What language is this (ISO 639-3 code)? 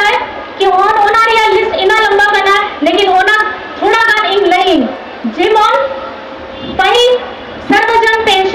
sat